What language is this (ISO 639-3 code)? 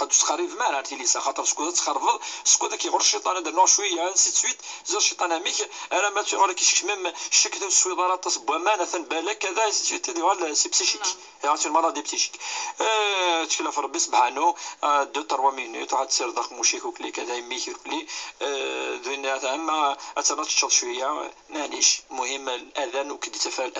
kab